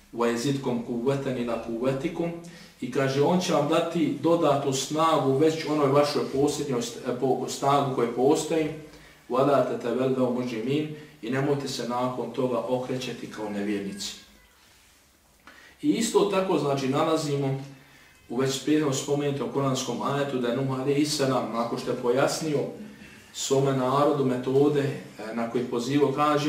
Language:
Bosnian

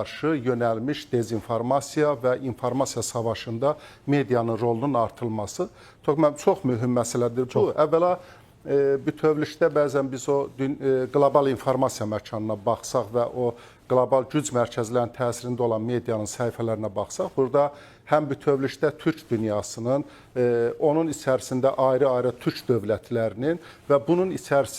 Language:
Azerbaijani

